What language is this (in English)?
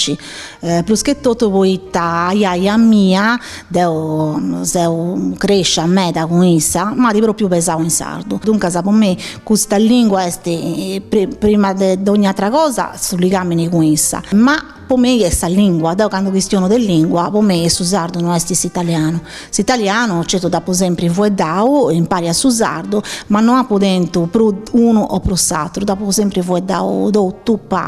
Sardinian